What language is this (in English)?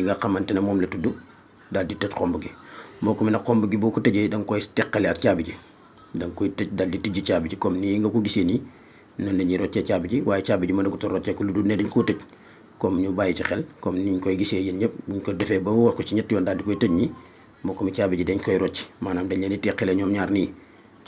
Wolof